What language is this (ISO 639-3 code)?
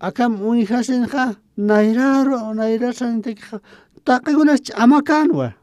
aym